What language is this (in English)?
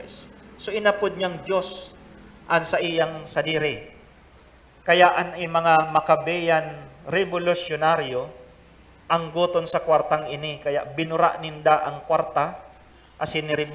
Bikol